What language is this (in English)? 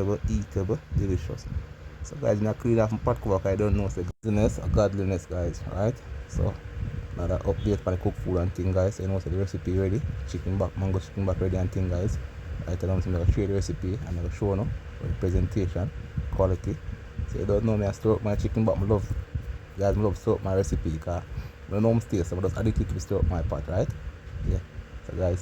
Jamaican Creole English